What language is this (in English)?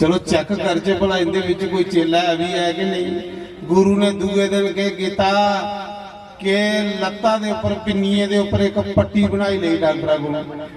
Dogri